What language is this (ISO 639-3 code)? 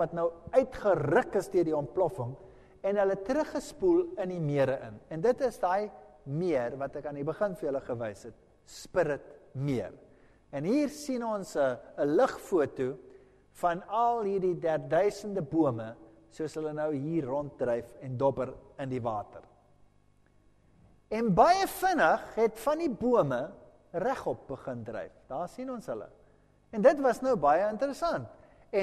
afr